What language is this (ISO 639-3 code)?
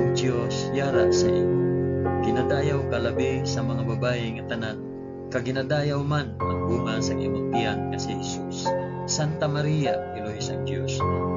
hil